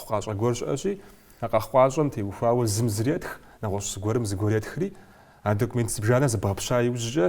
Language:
Kabardian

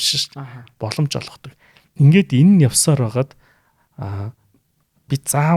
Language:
Mongolian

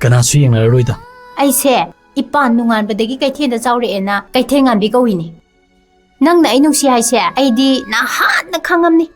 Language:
Manipuri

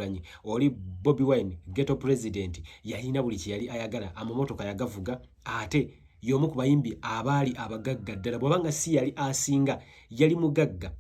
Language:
Ganda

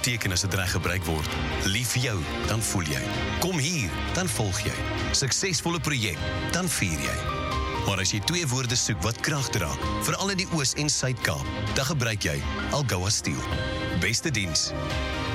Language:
Afrikaans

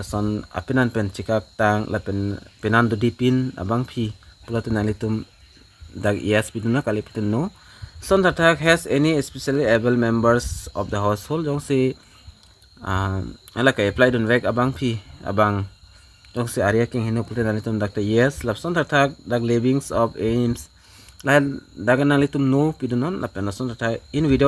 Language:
Karbi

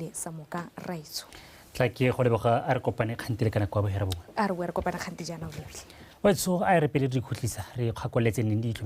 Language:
Tswana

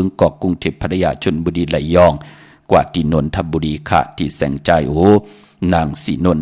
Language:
Shan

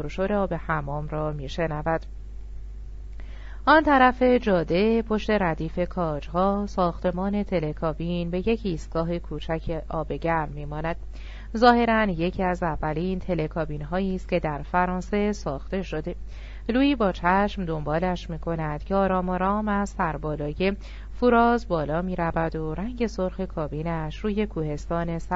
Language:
Persian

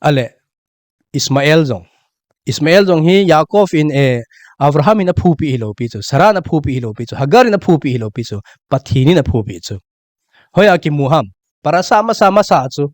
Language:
Thado Chin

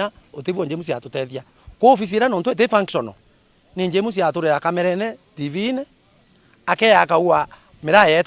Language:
Meru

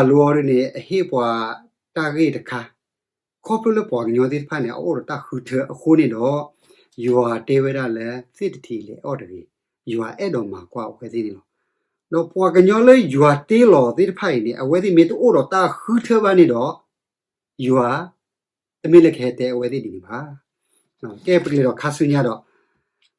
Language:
S'gaw Karen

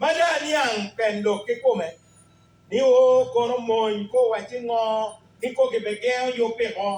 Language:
Acoli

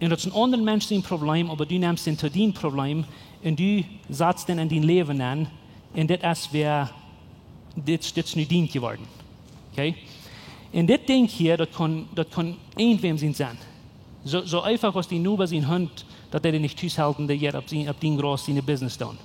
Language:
Plautdietsch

